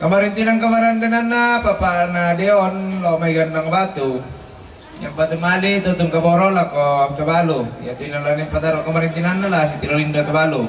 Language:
Toraja-Sa'dan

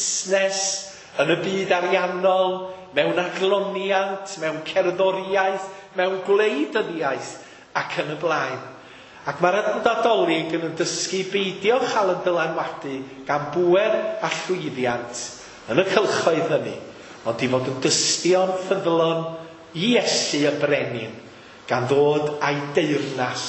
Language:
Welsh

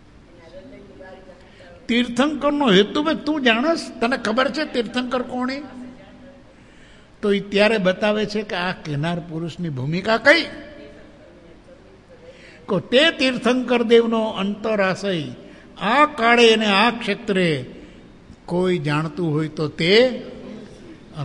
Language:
Gujarati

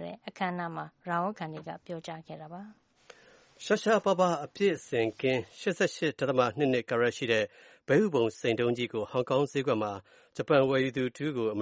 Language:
Burmese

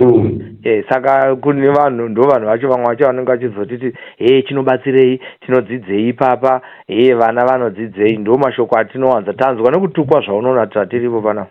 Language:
Shona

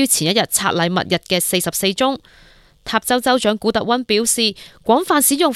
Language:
Cantonese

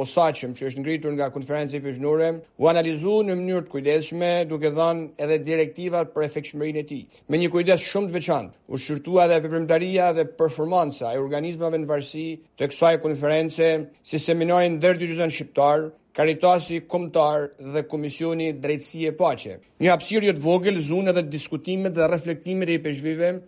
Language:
Albanian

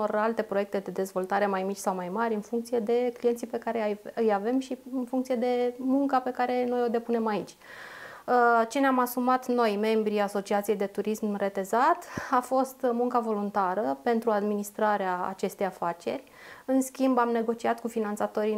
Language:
Romanian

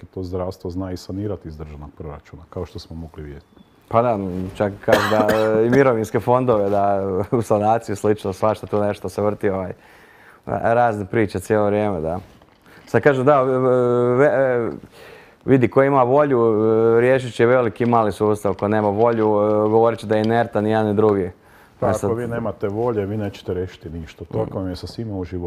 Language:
Croatian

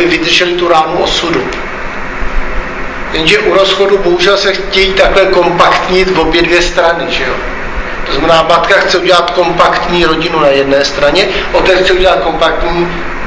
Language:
Czech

